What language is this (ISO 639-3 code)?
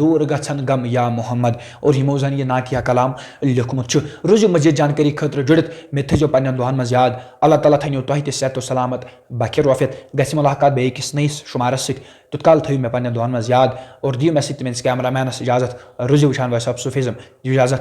kas